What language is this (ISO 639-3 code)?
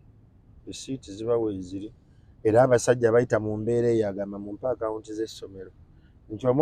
lug